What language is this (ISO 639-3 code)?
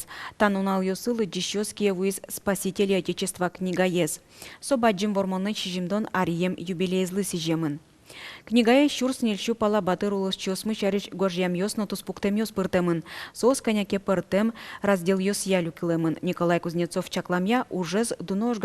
udm